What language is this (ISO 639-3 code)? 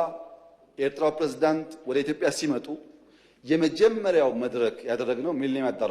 amh